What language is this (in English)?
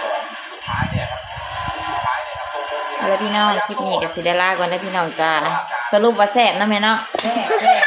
Lao